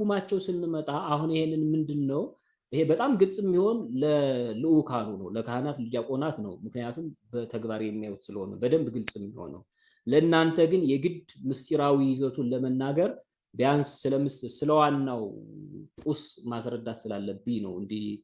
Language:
Amharic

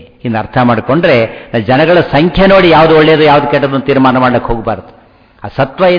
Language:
Kannada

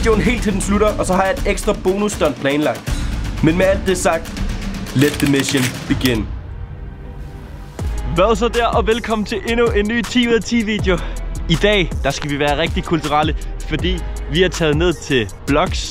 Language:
Danish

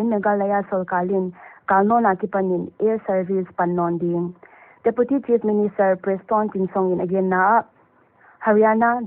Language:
Paite Chin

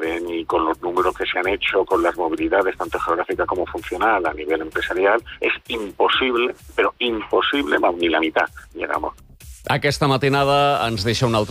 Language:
Catalan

